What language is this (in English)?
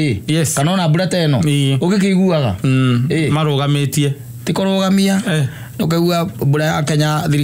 Kikuyu